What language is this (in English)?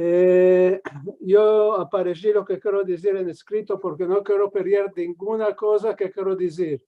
Ladino